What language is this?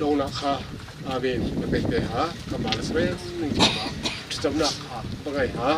Hakha Chin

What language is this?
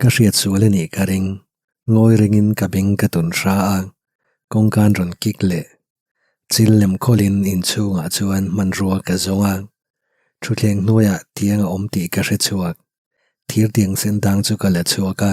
Mizo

